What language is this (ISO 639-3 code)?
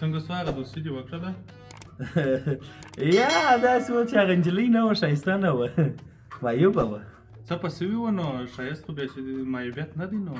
pus